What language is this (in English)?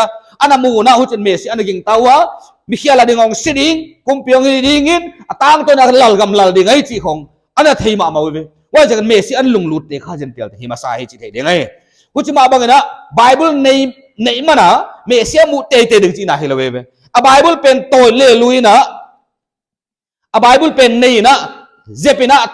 Paite Chin